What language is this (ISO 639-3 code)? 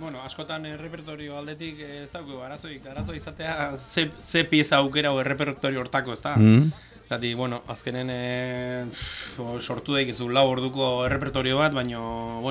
eus